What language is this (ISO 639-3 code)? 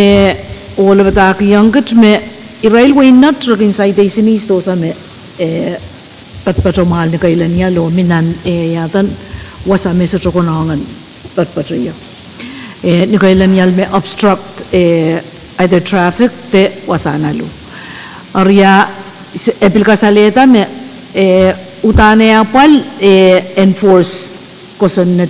pon